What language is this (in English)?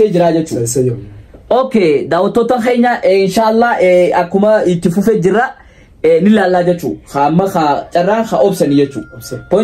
Oromo